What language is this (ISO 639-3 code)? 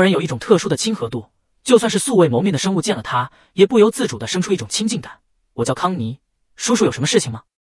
zho